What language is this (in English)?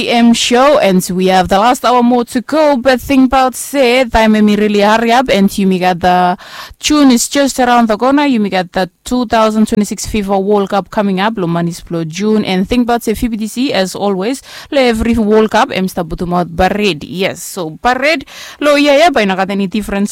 Bislama